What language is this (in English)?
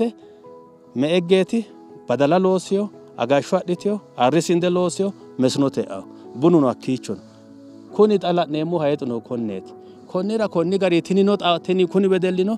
Sidamo